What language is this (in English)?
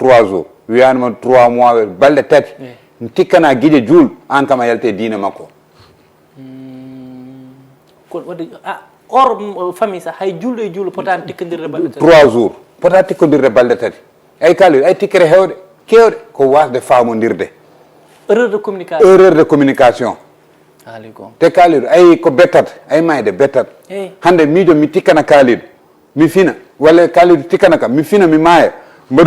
Fula